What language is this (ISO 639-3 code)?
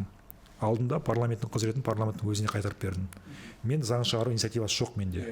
kaz